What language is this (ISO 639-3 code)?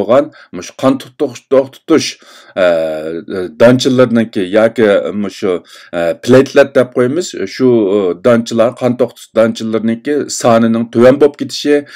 uig